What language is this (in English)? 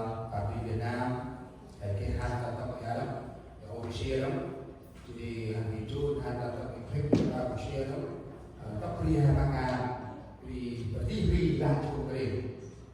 Central Mnong